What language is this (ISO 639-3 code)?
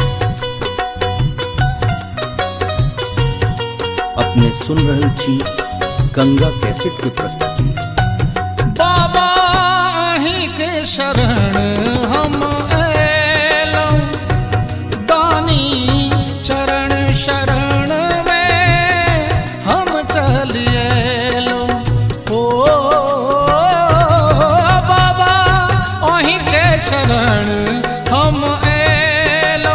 mai